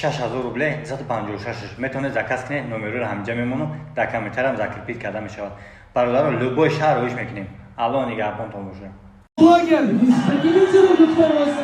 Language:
Tajik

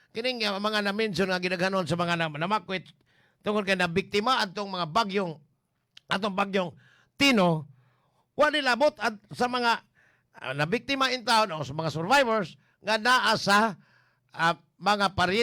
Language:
Cebuano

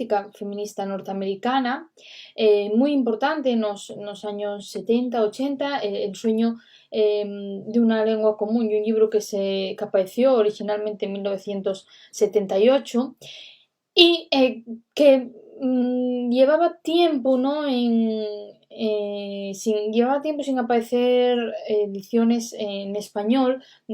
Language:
Asturian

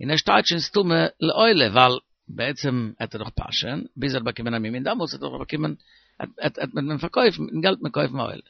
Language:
Yiddish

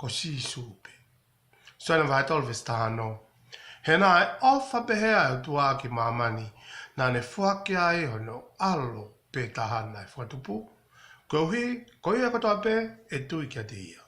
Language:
Tongan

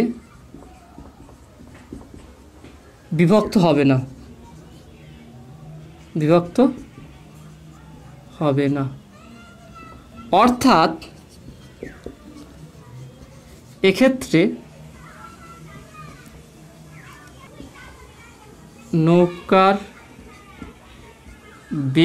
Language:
Bangla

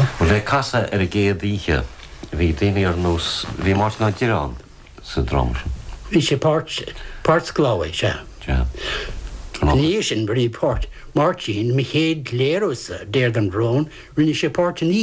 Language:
Irish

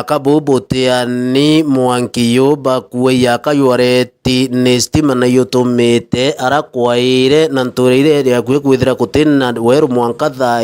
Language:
Meru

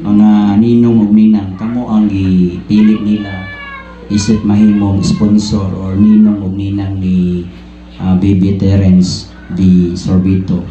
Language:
Cebuano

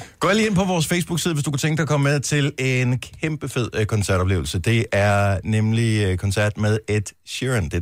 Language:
Danish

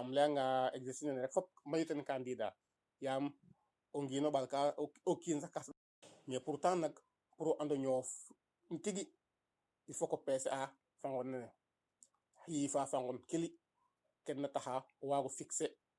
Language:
Serer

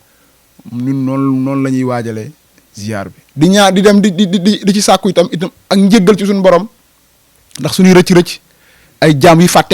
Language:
Wolof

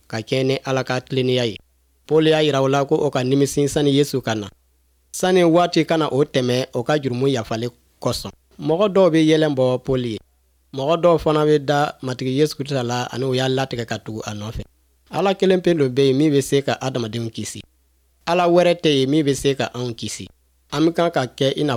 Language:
Bambara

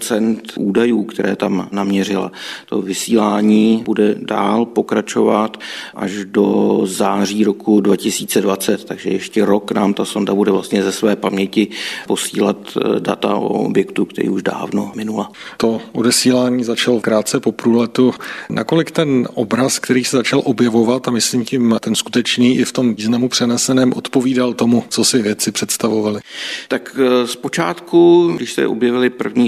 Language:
Czech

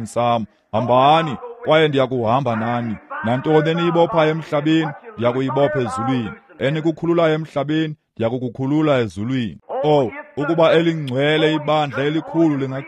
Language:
Xhosa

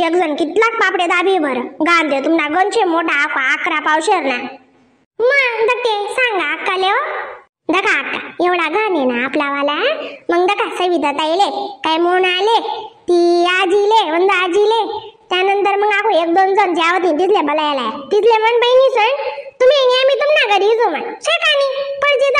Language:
Khandesi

